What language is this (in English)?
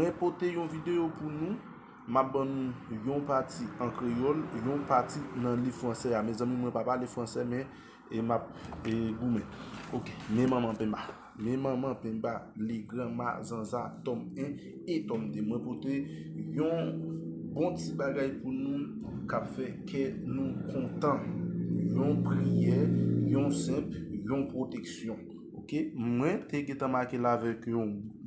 Haitian Creole